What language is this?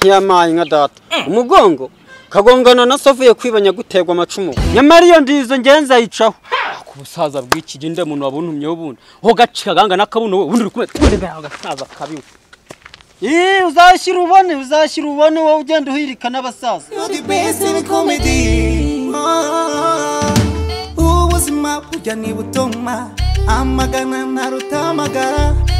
Kinyarwanda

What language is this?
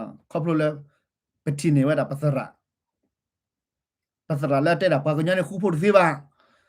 S'gaw Karen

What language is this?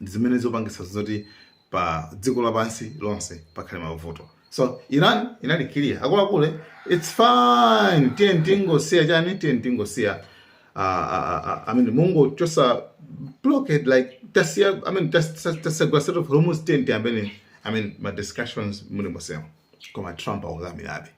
Nyanja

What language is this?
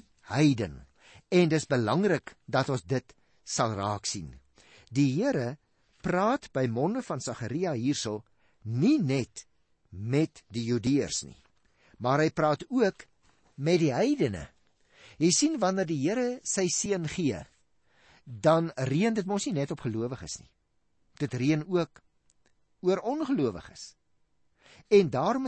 Afrikaans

